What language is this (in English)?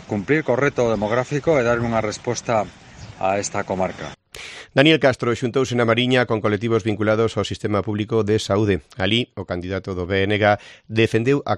Galician